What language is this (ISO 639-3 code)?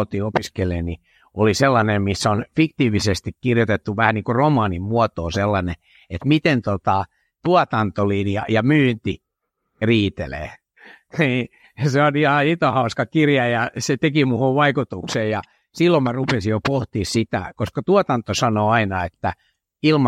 fin